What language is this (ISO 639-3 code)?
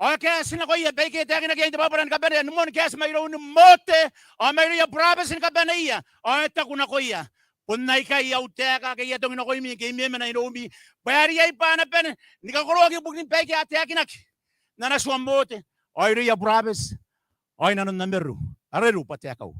gil